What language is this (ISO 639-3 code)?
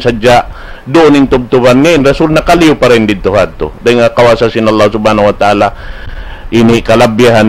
tsg